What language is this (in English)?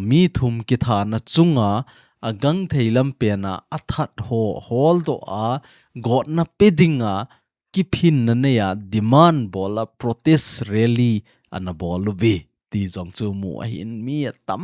Thado Chin